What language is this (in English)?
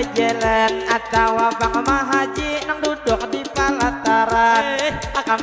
Banjar